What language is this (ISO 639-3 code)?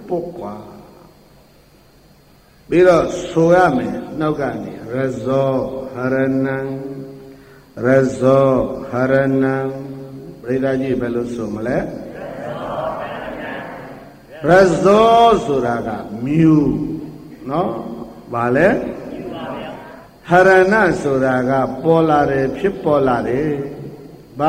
mya